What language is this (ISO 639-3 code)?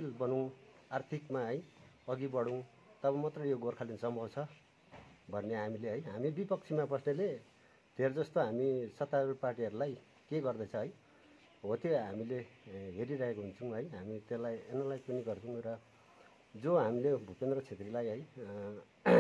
nep